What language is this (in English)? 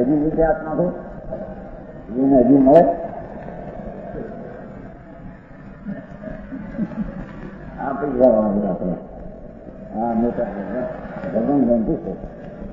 Gujarati